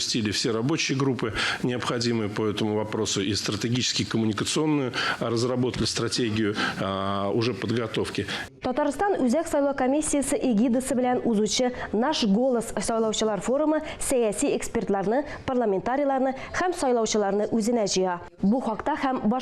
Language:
Tatar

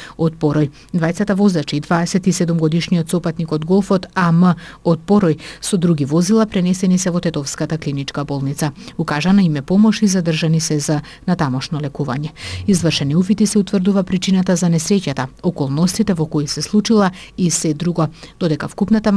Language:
Macedonian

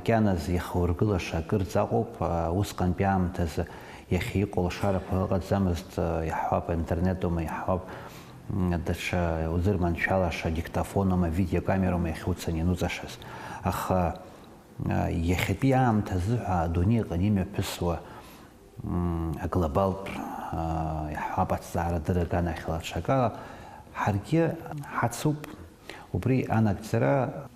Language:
Abkhazian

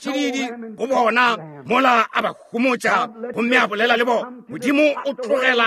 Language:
Northern Sotho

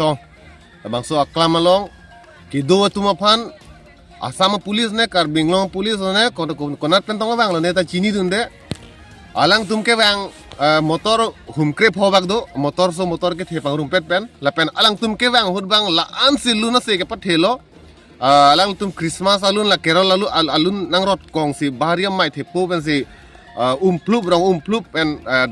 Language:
Karbi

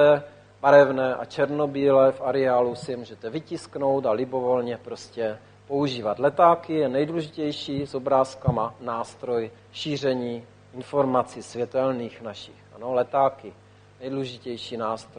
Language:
Czech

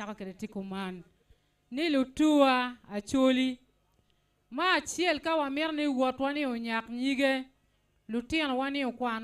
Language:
Acoli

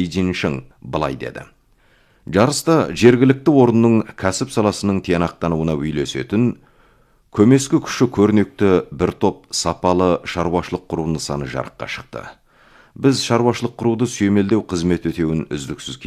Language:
Kazakh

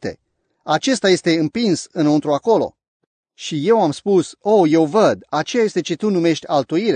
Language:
Romanian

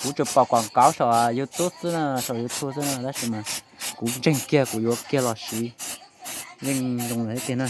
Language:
Hmong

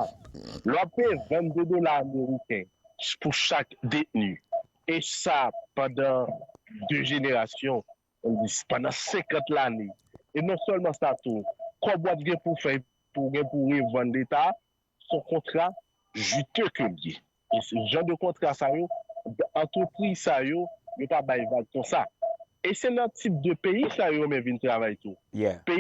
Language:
Haitian Creole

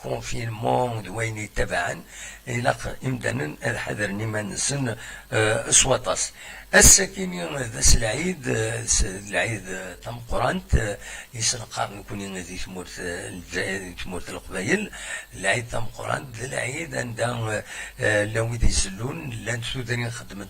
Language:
Kabyle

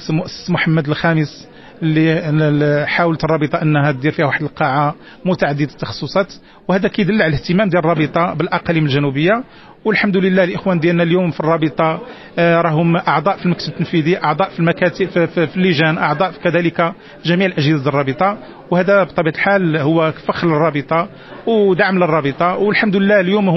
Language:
Moroccan Arabic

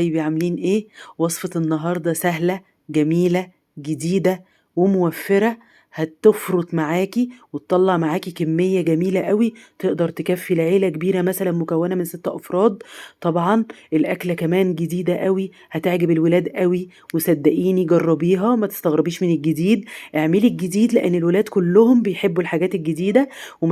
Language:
Egyptian Arabic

